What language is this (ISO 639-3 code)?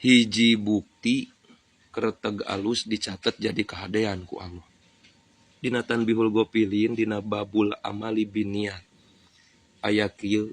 sun